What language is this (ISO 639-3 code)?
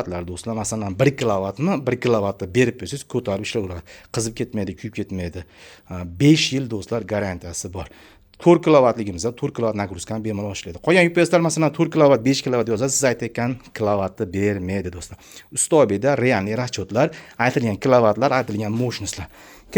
uzb